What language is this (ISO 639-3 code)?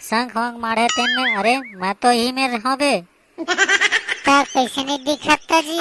hne